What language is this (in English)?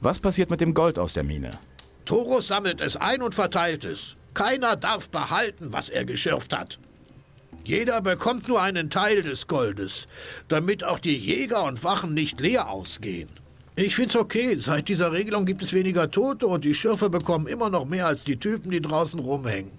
Bavarian